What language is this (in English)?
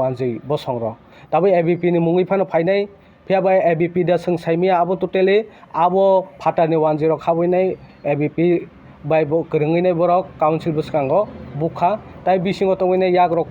Kok Borok